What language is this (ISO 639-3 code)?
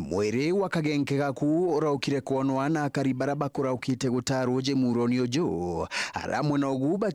mer